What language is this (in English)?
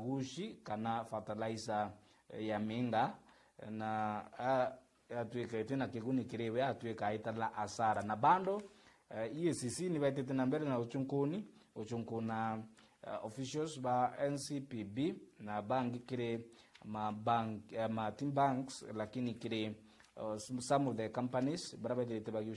Meru